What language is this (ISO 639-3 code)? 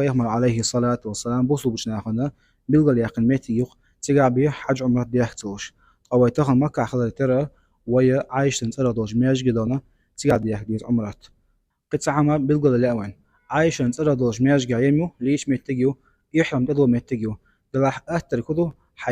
che